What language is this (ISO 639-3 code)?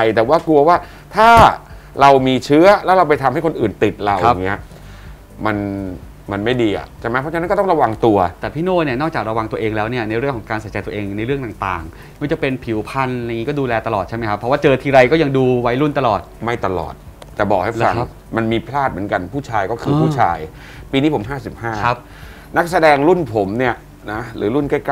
tha